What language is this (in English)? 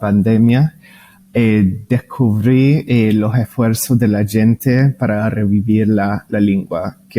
Ladino